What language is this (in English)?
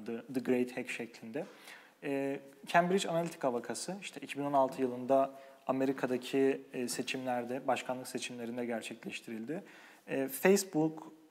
Turkish